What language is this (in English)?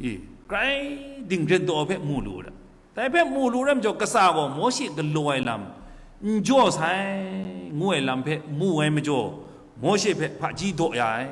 Kachin